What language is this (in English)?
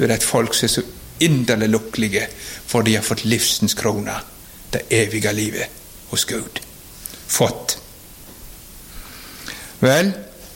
Norwegian